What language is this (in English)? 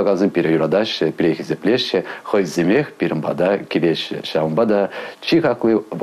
Chuvash